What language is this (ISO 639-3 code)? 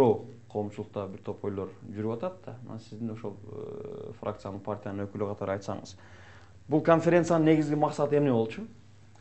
kir